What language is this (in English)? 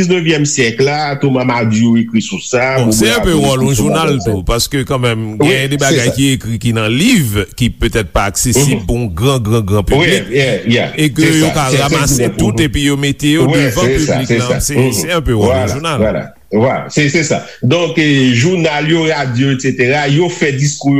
Haitian Creole